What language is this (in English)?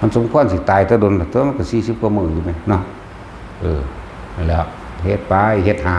Lao